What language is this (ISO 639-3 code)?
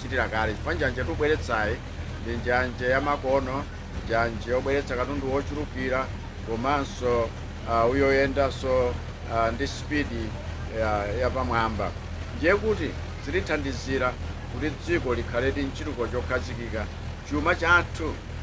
nya